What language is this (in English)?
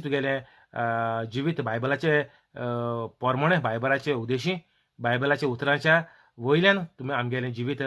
Konkani